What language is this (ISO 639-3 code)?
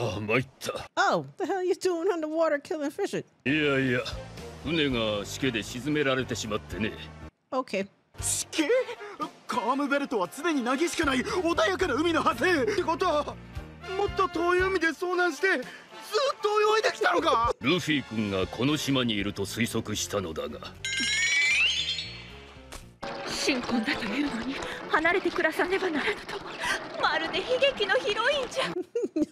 jpn